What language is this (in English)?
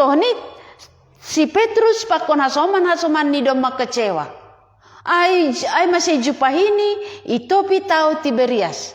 Batak Simalungun